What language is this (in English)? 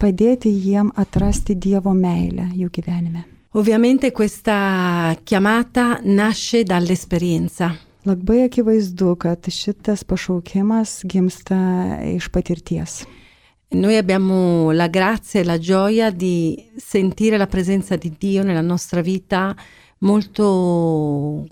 Lithuanian